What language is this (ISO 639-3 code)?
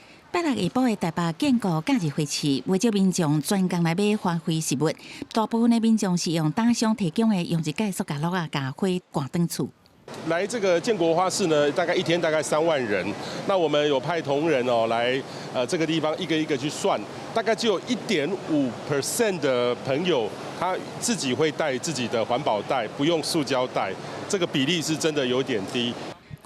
nan